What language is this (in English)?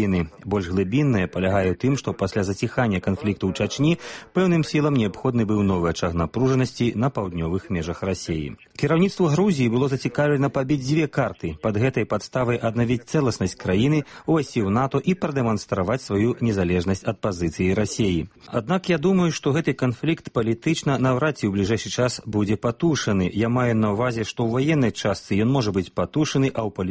Belarusian